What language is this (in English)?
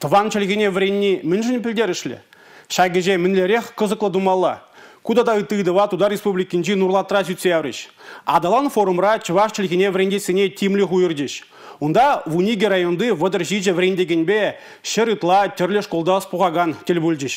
Chuvash